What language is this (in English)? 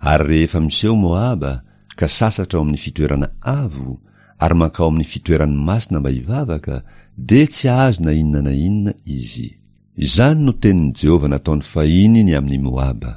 Malagasy